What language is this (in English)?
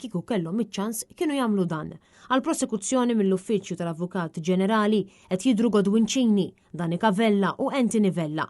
Maltese